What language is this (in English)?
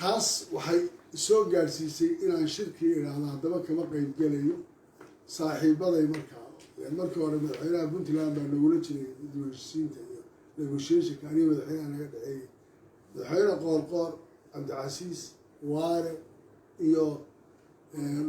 Somali